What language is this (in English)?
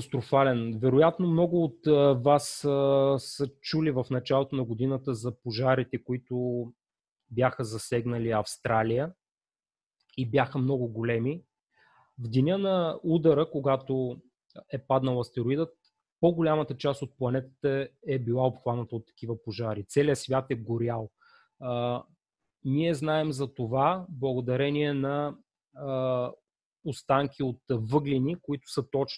Bulgarian